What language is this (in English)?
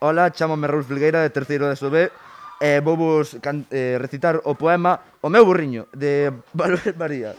Galician